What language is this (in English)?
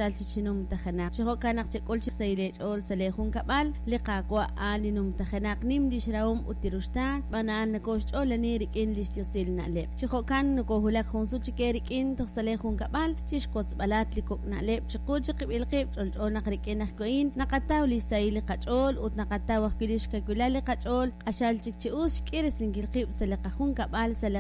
Kekchí